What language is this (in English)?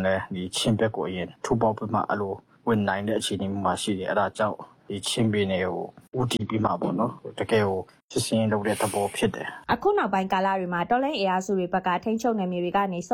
Burmese